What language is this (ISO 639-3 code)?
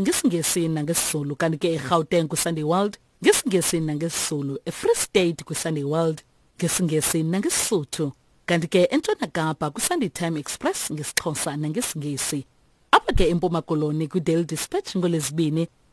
xho